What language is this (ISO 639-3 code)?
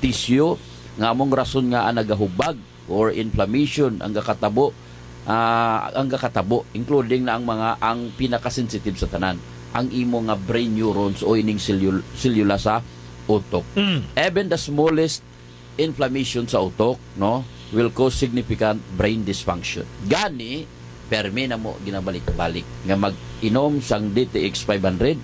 hil